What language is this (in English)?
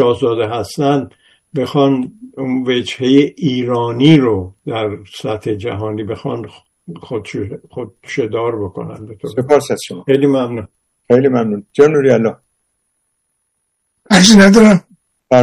Persian